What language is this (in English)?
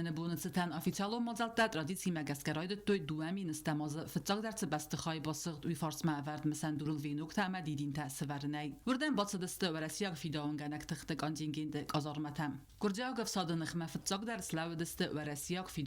Ossetic